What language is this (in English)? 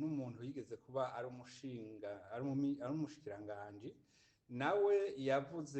Rundi